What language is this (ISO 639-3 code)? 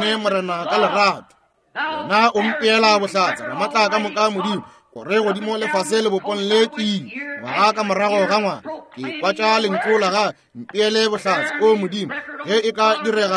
nso